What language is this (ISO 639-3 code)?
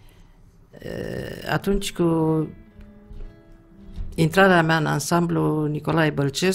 ron